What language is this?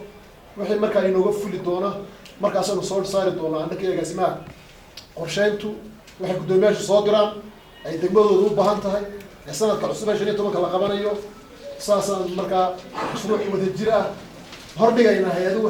Somali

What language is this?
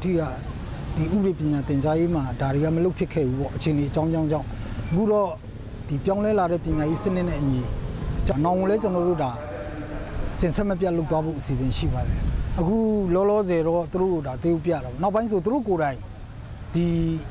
Burmese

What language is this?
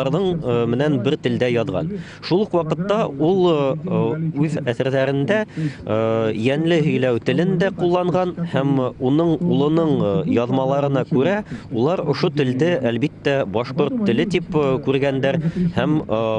Bashkir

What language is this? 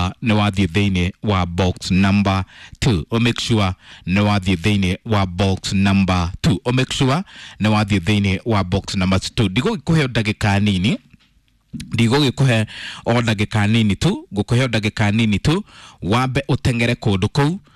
Kikuyu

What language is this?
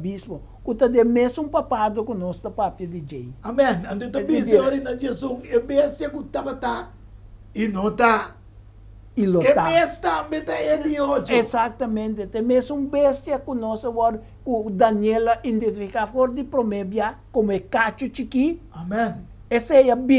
Papiamento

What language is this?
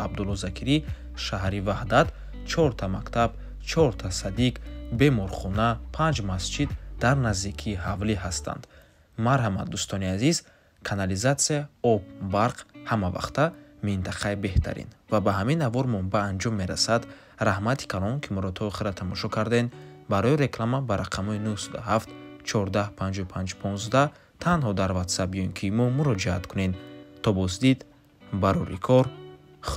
Tajik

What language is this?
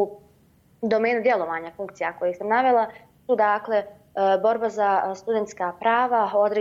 Bosnian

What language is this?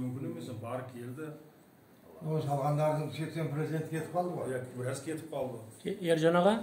Kazakh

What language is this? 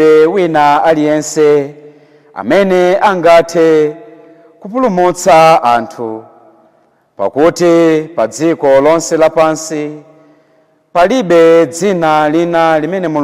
Nyanja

